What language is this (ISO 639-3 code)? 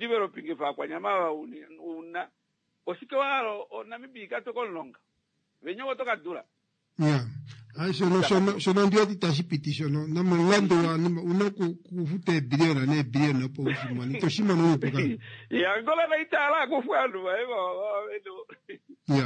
kua